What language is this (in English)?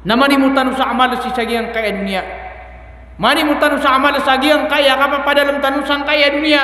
Maranao